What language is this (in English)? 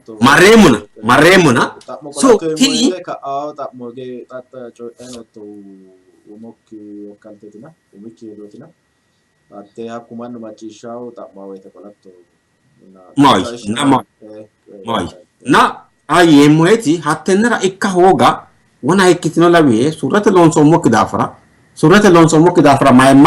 Sidamo